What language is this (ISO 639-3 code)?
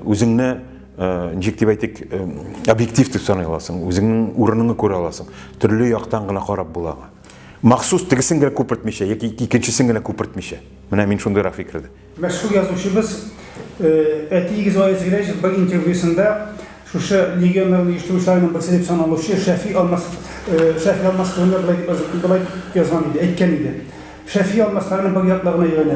tat